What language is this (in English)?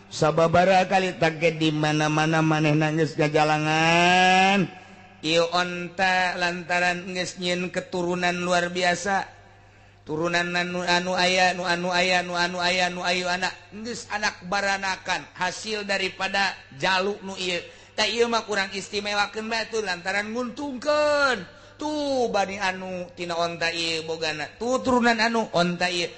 Sundanese